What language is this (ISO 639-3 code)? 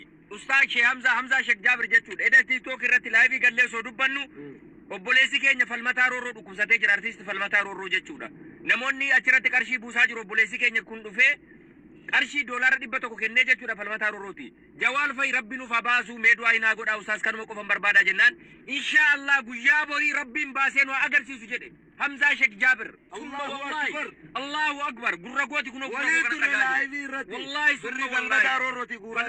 orm